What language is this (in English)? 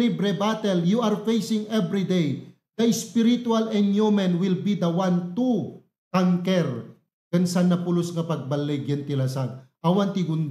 Iloko